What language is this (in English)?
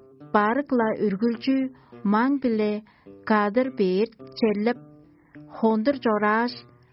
Tuvinian